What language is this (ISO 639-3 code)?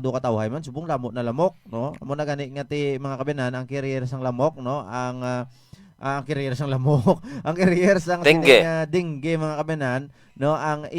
hil